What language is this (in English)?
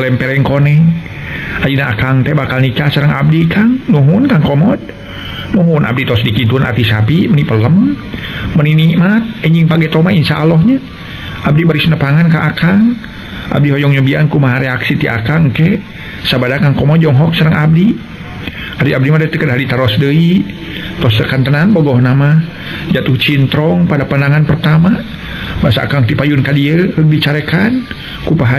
Sundanese